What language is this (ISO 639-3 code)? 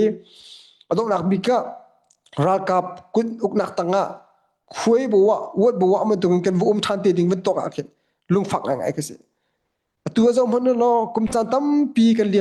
cnh